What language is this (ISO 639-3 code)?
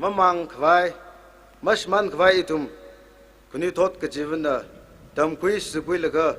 nmf